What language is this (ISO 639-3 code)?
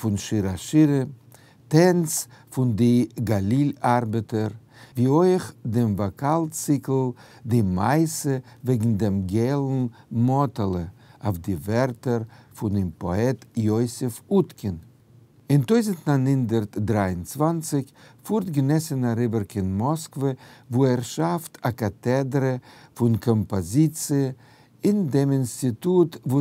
yid